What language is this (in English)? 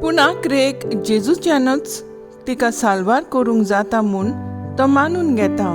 Konkani